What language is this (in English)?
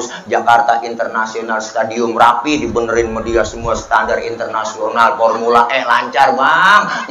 Betawi